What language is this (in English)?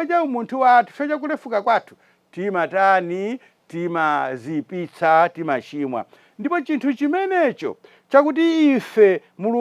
Nyanja